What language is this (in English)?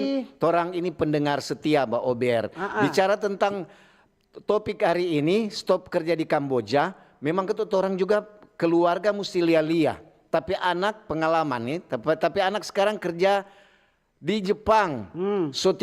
Manado Malay